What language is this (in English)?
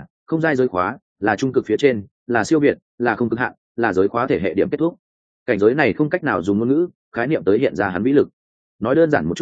Vietnamese